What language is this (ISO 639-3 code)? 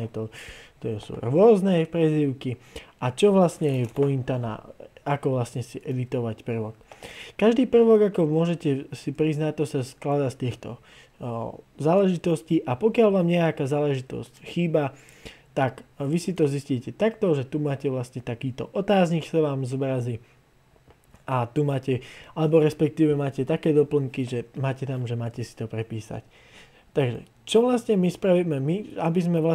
slk